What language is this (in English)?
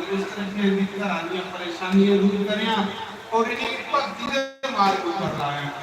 Dogri